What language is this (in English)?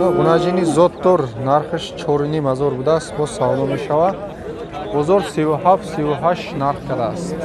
Tajik